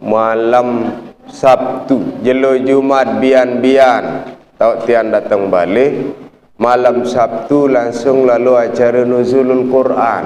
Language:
Sasak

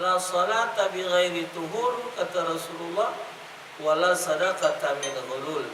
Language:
Musi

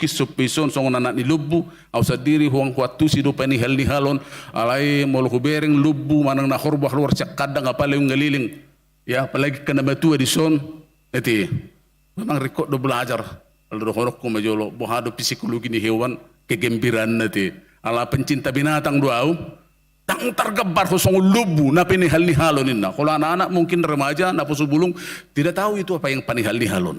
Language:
Batak Toba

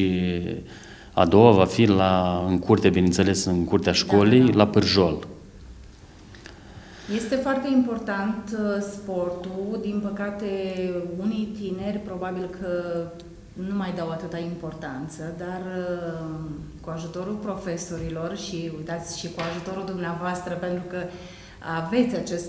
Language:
Romanian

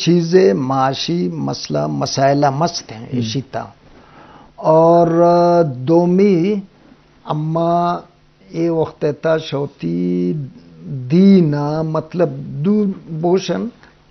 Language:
Eastern Balochi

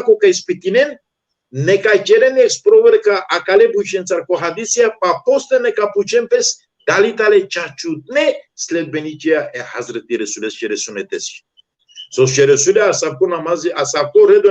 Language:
Balkan Romani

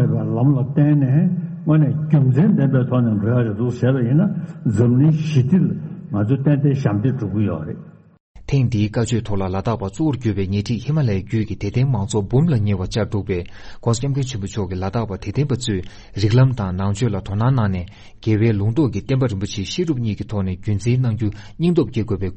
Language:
Tibetan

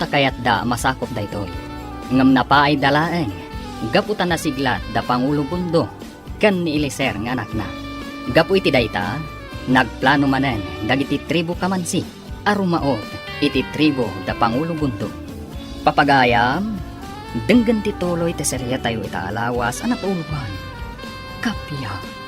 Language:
Iloko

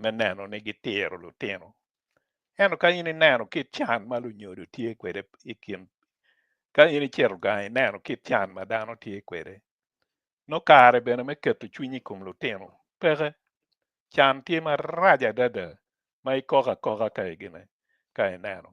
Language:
Acoli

